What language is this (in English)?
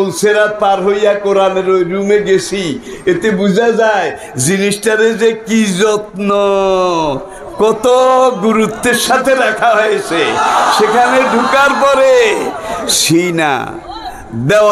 Bangla